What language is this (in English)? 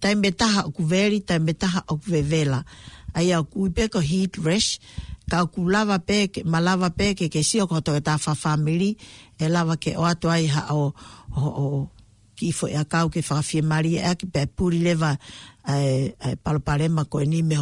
Tongan